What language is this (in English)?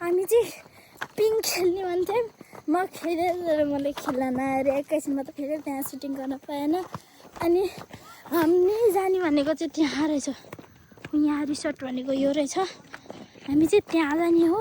Nepali